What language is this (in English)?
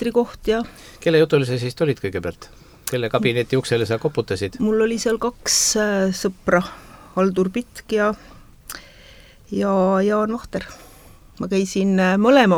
Estonian